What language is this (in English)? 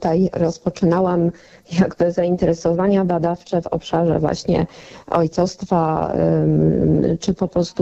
Polish